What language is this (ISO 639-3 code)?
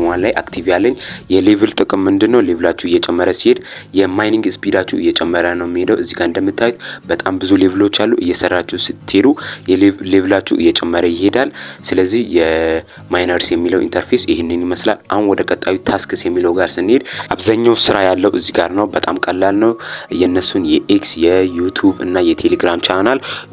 amh